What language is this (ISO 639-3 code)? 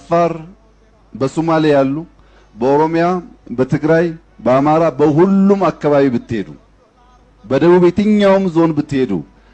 amh